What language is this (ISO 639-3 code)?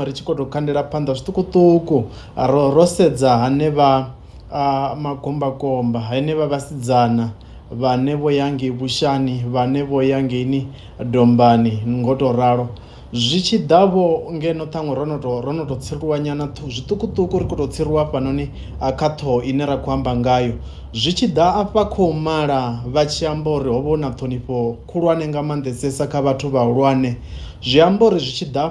ven